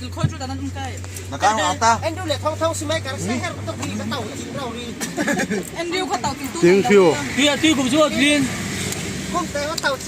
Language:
Falam Chin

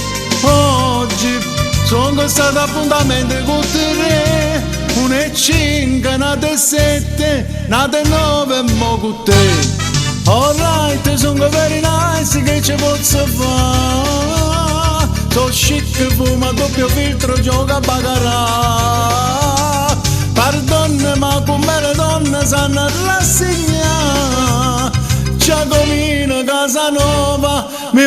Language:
Neapolitan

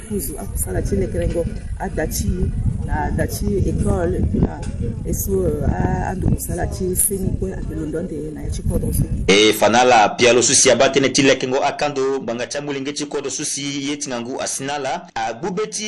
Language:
Sango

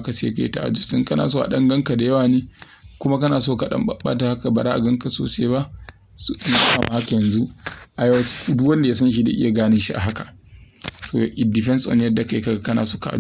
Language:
Hausa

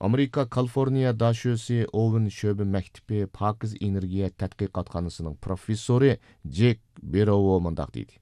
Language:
Uyghur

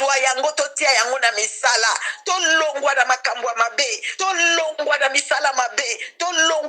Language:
Lingala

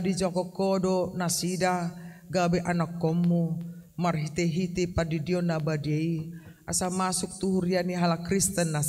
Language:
Batak Toba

